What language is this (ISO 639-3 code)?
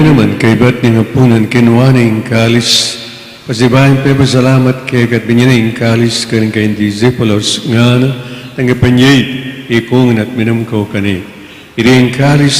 pam